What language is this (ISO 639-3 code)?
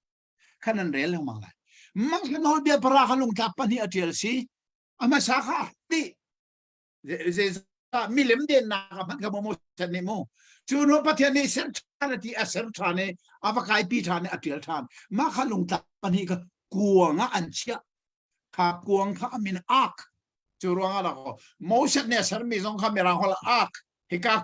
cnh